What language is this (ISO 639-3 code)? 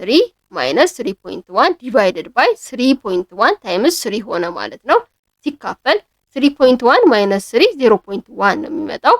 amh